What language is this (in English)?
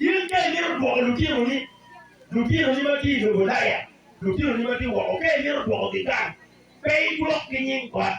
Acoli